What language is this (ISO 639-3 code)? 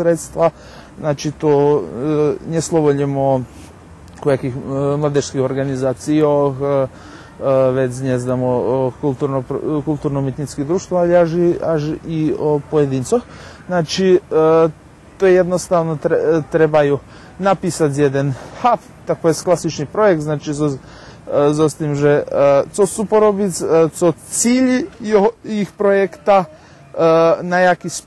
rue